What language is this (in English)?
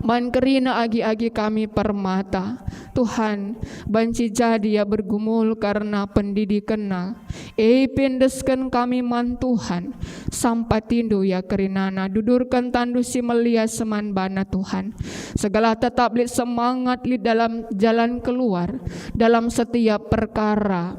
Batak Karo